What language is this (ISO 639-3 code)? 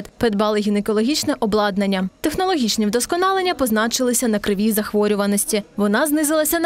ukr